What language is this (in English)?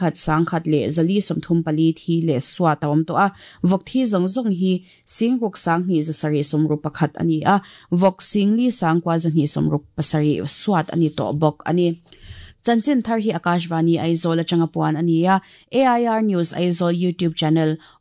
Mizo